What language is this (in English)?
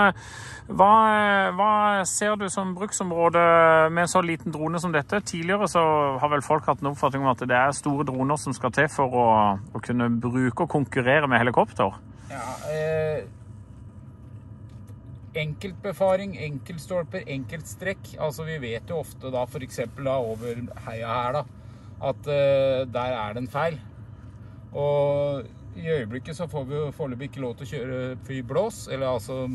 Norwegian